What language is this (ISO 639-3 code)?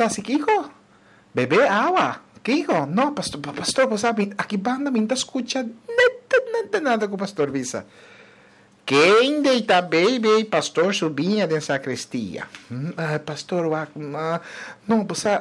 pap